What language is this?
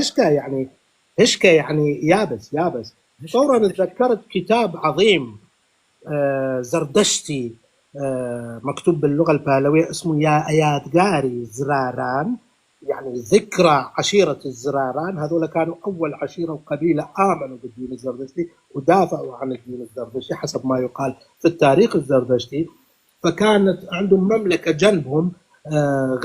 North Levantine Arabic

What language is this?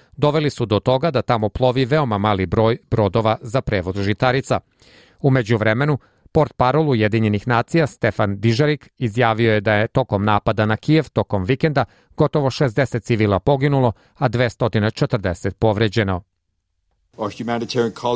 Serbian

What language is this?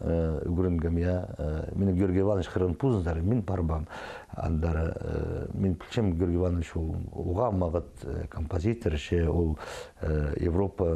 Khakas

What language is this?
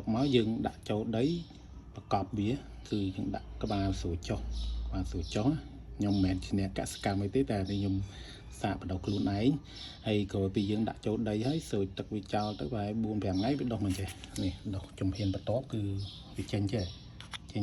Khmer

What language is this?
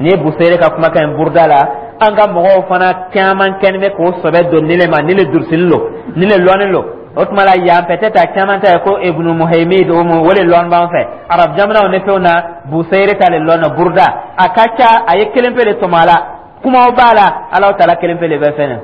Dyula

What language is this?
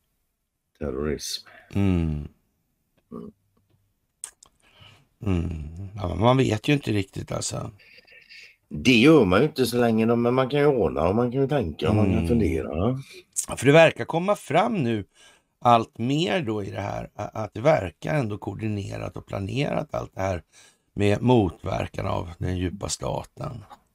Swedish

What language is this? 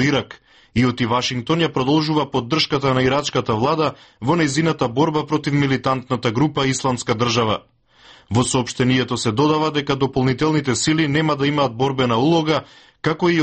Macedonian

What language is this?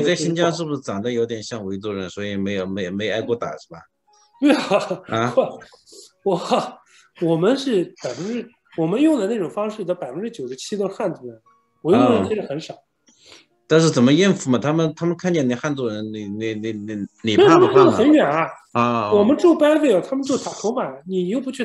Chinese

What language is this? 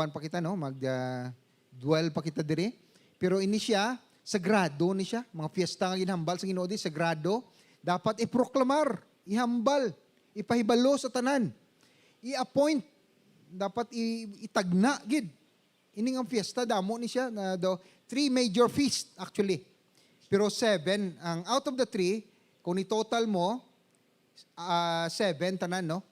Hiligaynon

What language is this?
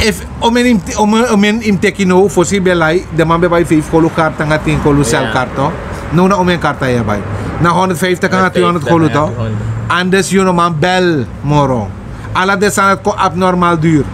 Sranan Tongo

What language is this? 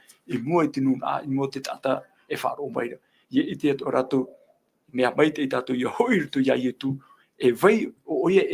Tahitian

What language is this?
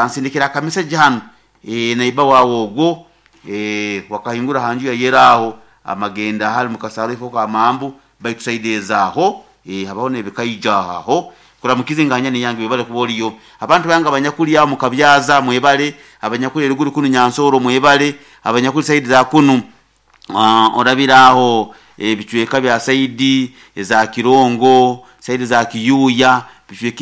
Nyoro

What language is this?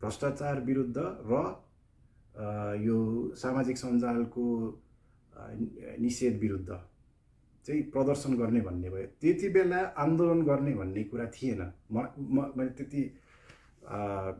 Nepali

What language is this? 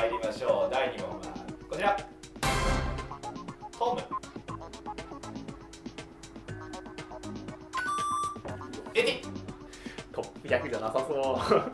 Japanese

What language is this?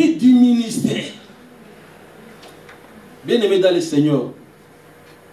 French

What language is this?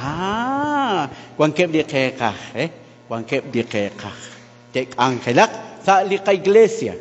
Kekchí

